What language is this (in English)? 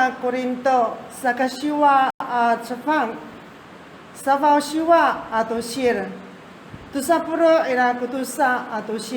Amis